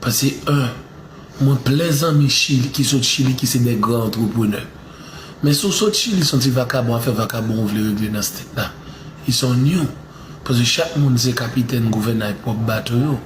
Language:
Haitian Creole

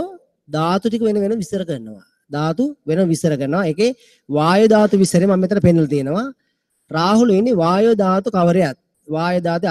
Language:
Sinhala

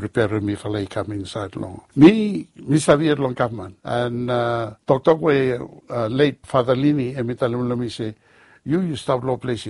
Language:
Bislama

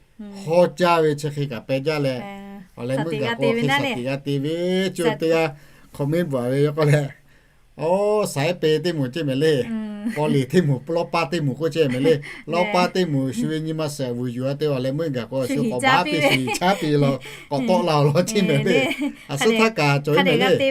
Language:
Lahu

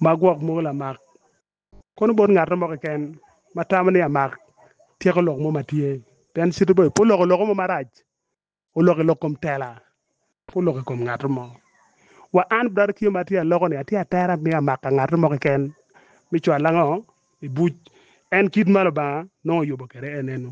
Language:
Acoli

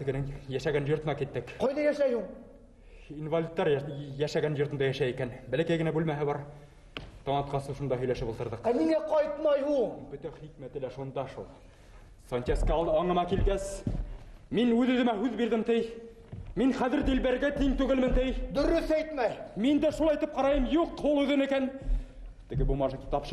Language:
Bashkir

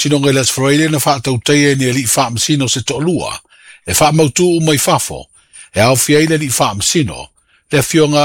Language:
Samoan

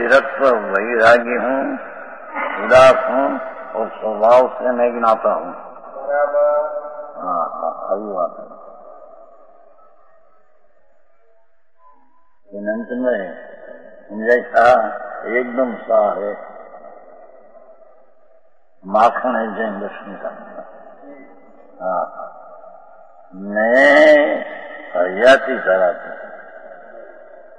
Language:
Hindi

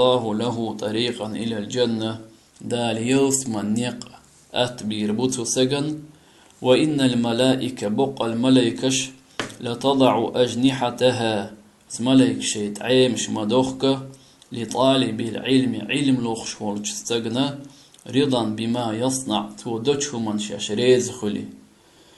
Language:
Chechen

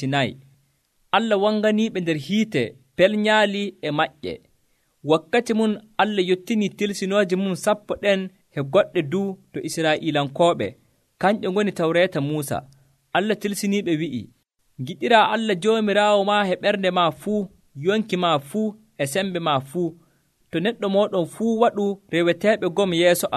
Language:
Nigerian Fulfulde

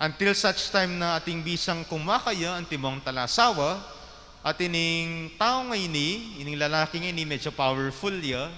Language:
Pampanga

